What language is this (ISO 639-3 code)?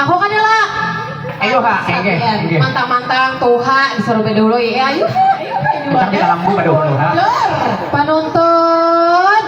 bjn